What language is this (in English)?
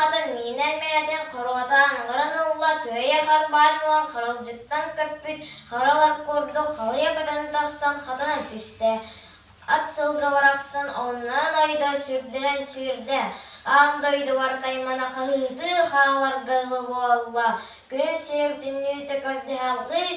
Yakut